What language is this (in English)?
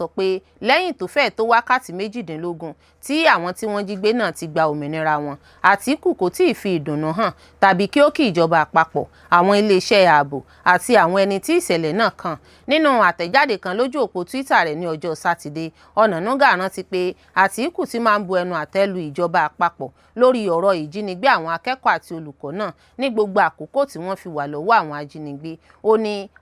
Yoruba